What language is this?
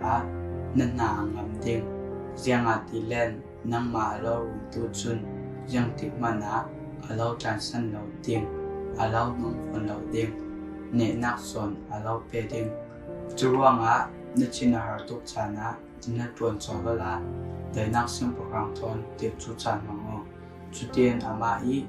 Falam Chin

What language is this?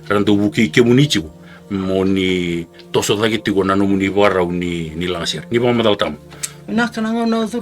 Fijian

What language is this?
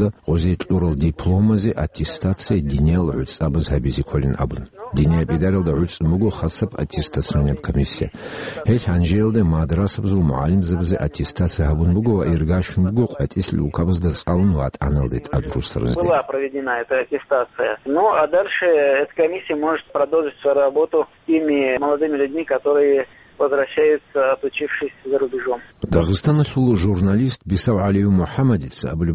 Avaric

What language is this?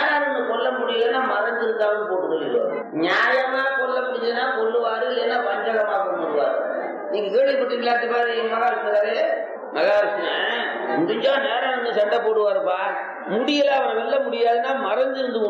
Tamil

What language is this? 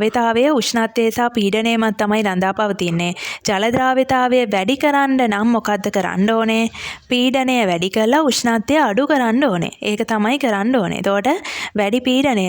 Sinhala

